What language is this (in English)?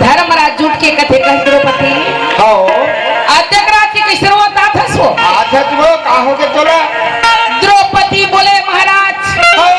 Chhattisgarhi